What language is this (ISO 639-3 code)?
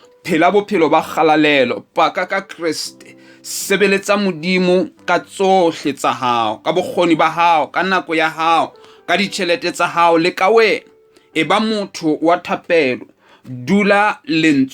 sot